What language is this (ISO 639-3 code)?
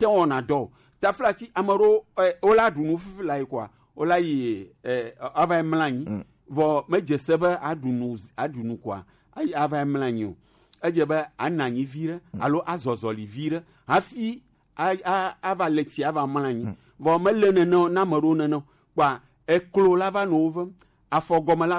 gej